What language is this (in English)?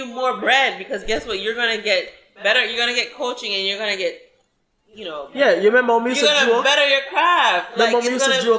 Jamaican Creole English